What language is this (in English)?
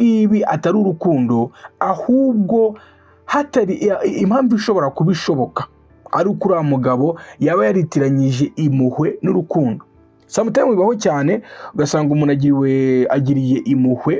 Kinyarwanda